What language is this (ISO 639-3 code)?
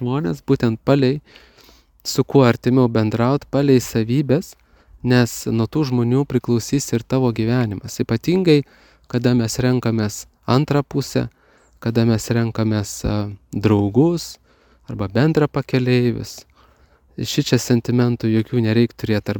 lit